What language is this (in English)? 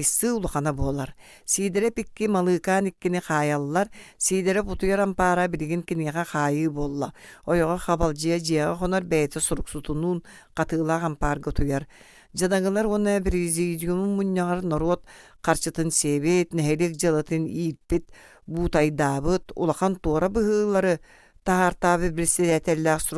Yakut